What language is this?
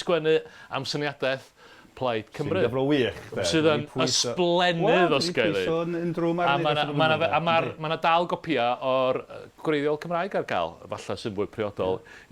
Welsh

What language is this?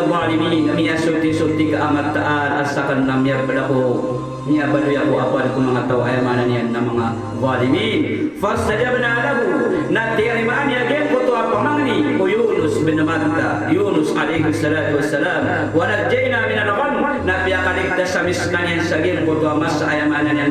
Maranao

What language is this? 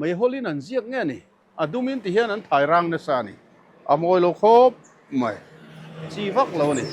Mizo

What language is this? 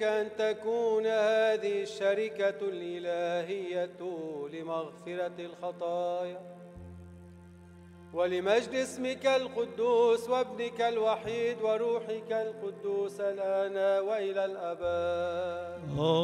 Arabic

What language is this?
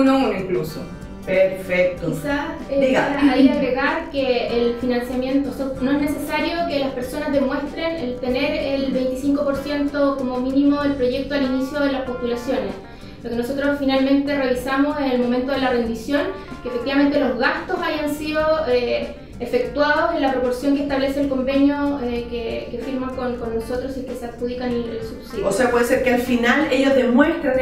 Spanish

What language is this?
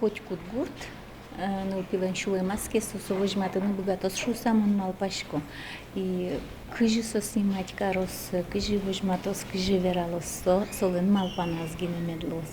Udmurt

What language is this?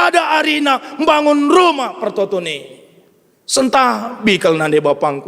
Batak Karo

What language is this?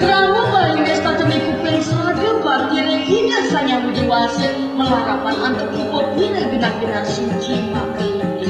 Balinese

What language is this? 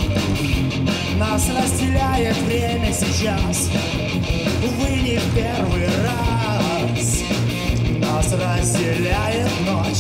Russian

